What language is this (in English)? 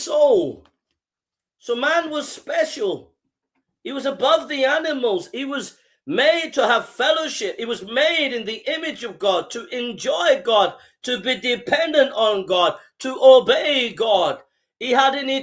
English